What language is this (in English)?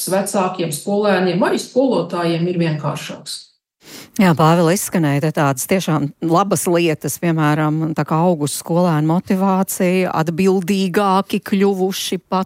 Latvian